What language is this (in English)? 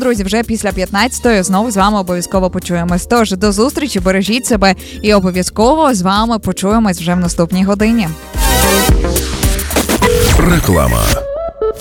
Ukrainian